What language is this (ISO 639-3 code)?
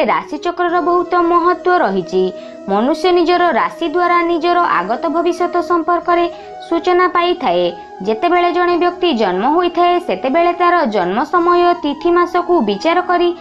ori